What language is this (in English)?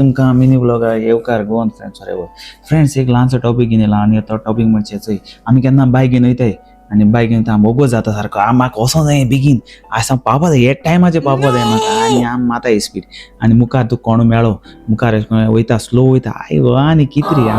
Konkani